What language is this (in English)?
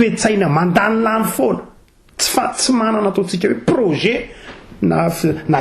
Malagasy